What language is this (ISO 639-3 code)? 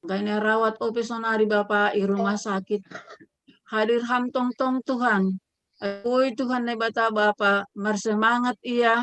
bts